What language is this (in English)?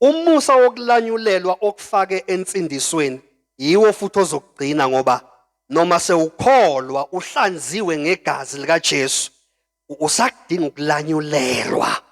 Zulu